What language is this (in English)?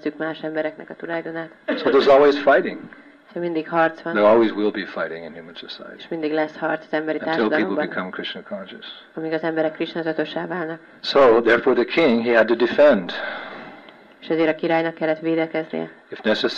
Hungarian